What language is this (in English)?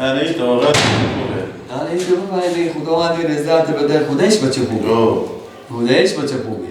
Persian